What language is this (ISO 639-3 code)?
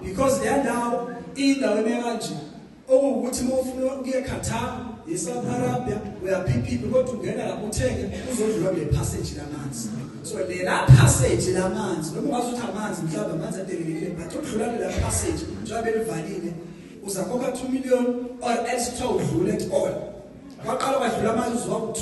zul